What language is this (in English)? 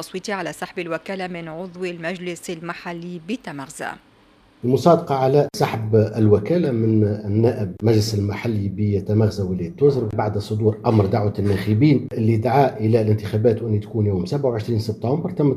Tunisian Arabic